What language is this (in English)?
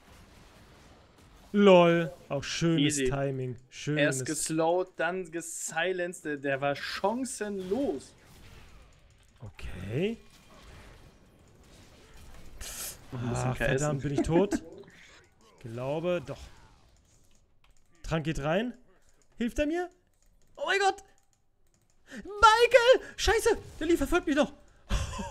German